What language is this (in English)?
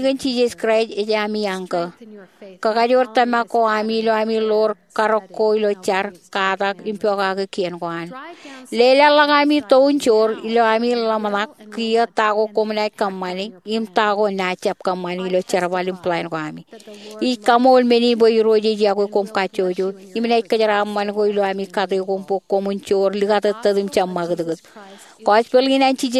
Marshallese